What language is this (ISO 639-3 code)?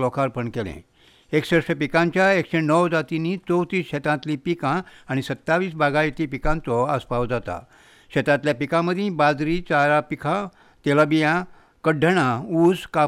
kok